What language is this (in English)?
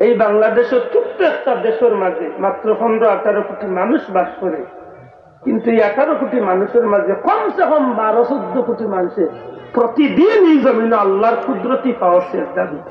Sylheti